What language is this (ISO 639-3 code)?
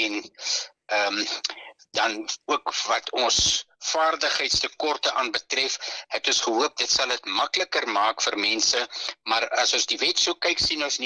afr